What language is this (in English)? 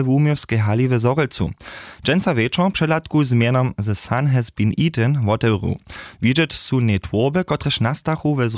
Upper Sorbian